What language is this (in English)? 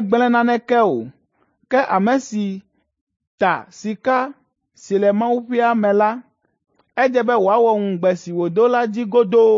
Ewe